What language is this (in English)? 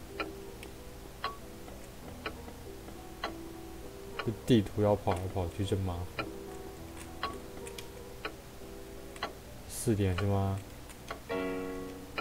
Chinese